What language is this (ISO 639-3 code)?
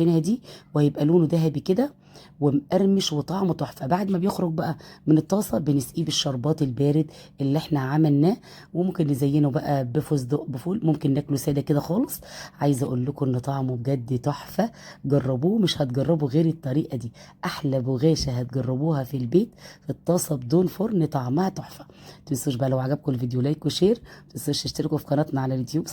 arz